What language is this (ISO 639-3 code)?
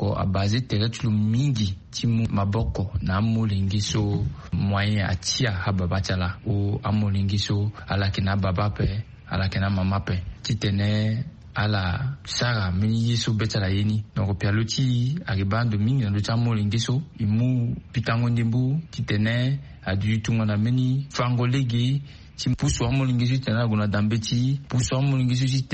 sag